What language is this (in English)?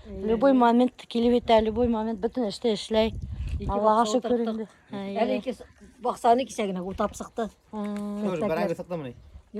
Bashkir